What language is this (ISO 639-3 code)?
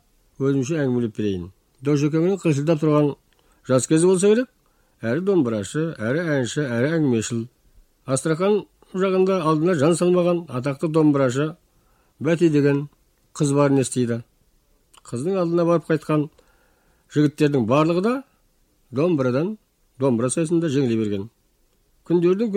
kaz